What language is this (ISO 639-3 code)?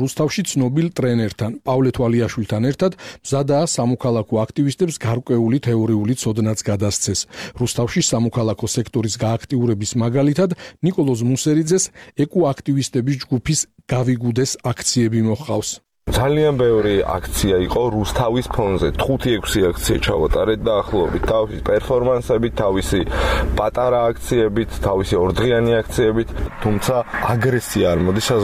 kat